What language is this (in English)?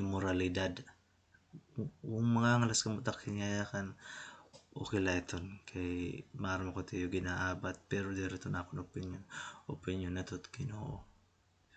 Waray